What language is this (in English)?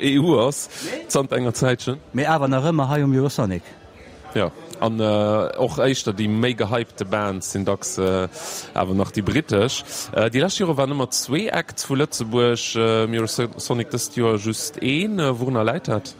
Luxembourgish